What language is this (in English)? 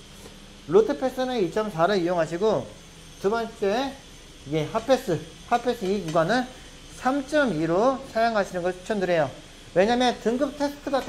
Korean